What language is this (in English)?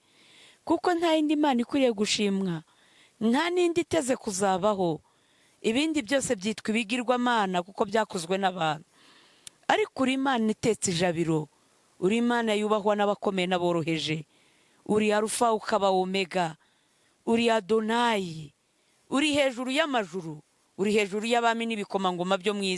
Kinyarwanda